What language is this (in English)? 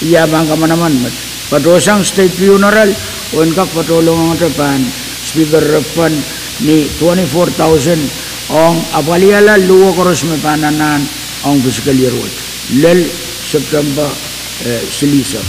Pohnpeian